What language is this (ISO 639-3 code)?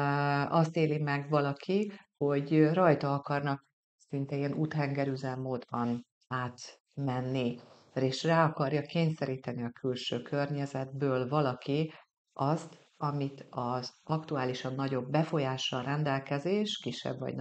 hun